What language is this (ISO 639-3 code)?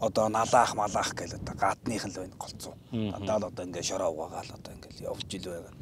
mon